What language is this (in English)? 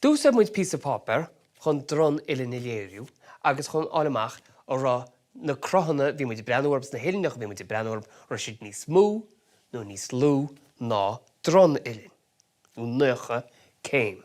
Irish